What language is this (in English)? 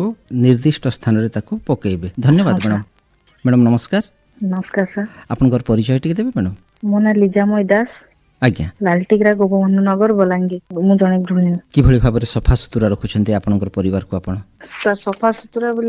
Odia